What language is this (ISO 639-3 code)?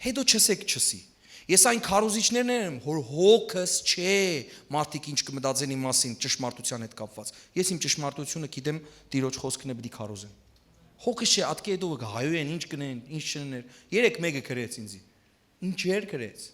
hyw